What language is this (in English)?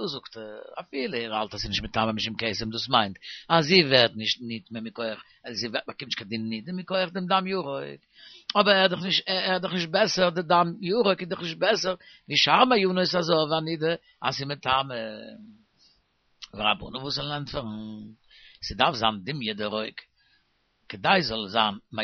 Yiddish